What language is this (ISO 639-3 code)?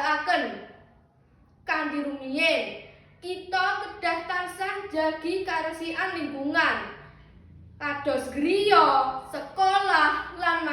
jav